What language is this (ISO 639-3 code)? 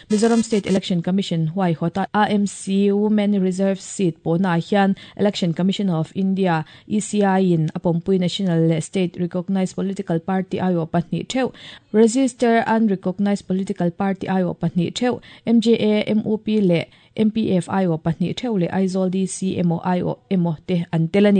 lus